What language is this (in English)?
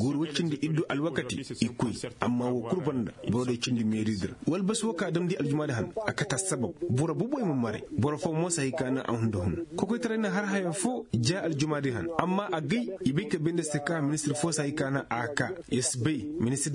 Koyraboro Senni